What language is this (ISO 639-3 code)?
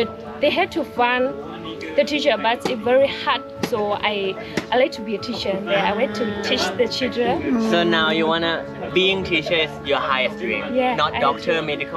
tha